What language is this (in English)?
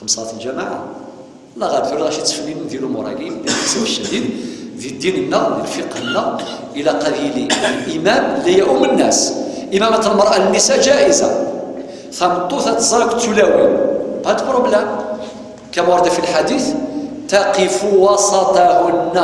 Kabyle